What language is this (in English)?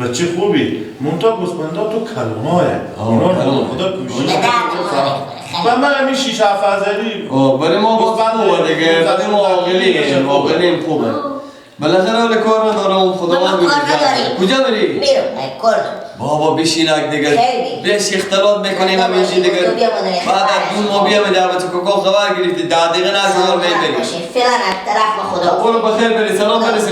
Persian